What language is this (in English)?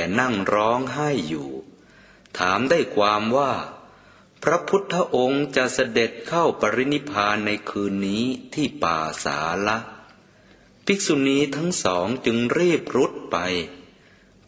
Thai